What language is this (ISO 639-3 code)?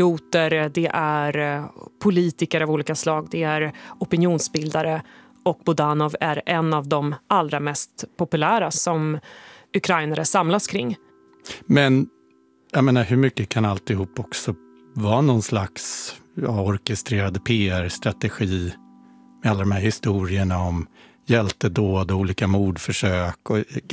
swe